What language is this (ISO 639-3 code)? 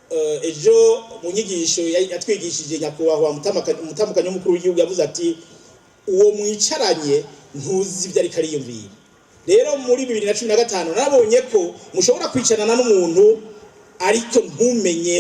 run